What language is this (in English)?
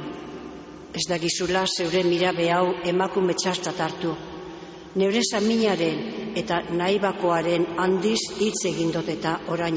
Basque